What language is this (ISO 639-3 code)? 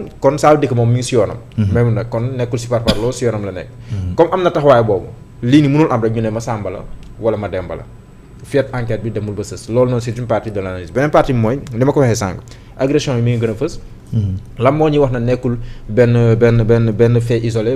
wol